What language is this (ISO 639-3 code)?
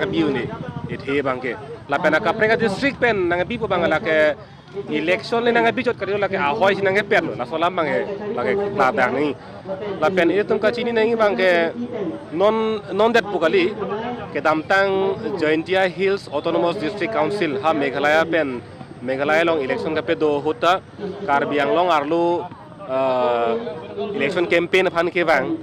mjw